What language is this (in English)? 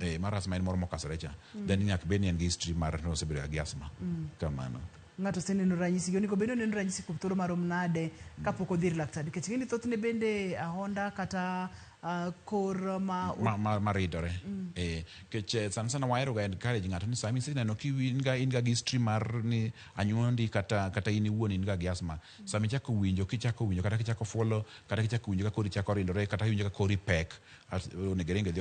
Luo (Kenya and Tanzania)